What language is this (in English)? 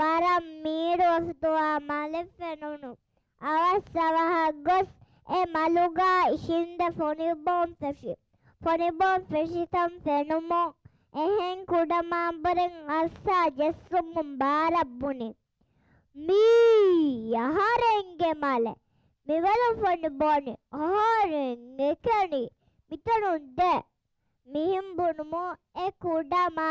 Divehi